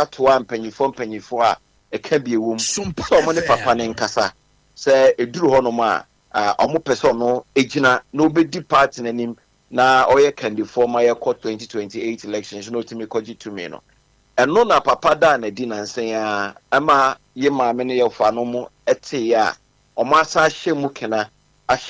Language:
Akan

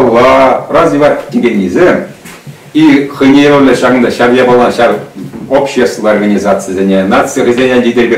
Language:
Chuvash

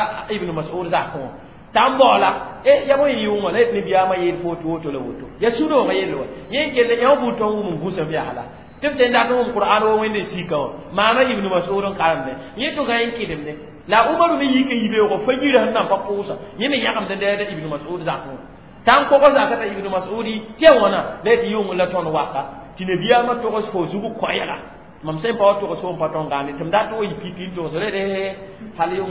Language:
Mossi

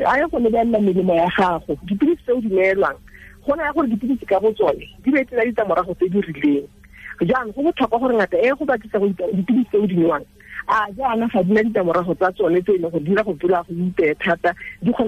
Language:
Tswana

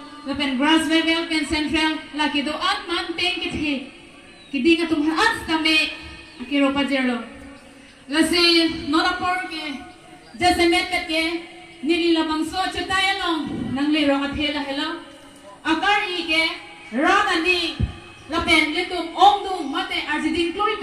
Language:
Karbi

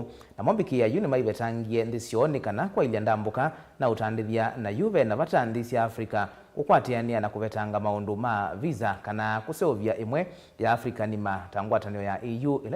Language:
Kamba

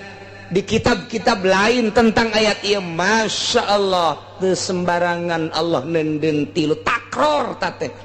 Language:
Sundanese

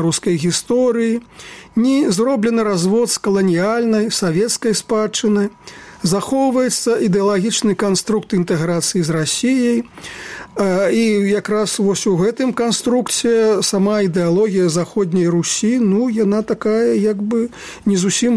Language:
Belarusian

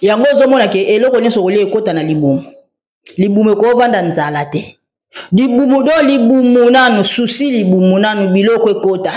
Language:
Lingala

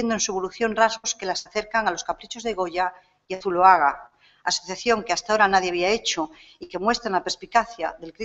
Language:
Spanish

